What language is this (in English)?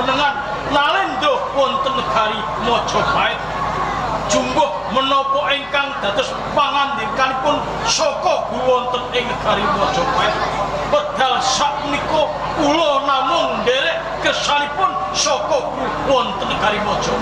Javanese